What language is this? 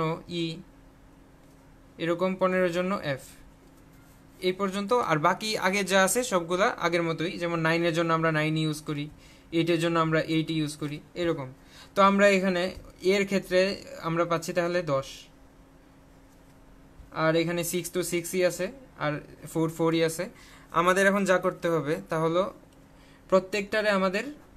Bangla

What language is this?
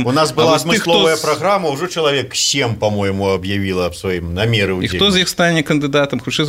Belarusian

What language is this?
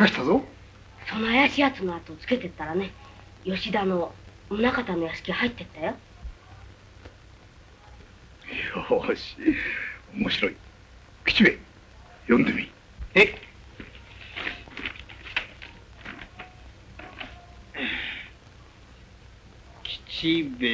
Japanese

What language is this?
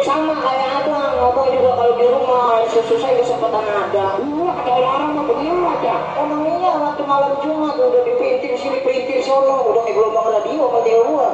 Betawi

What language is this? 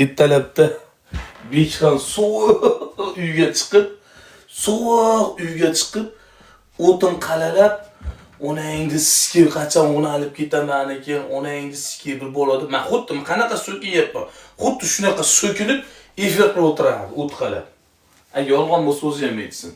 Uzbek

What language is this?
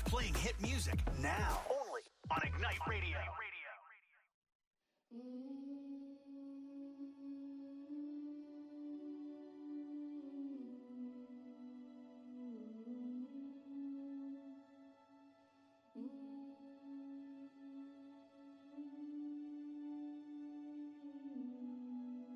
English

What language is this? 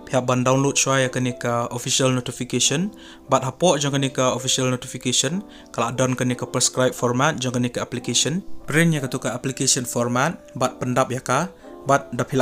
Khasi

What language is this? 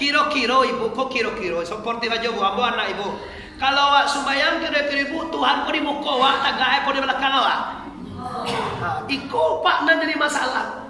Minangkabau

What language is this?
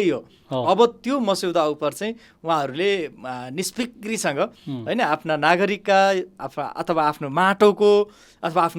Nepali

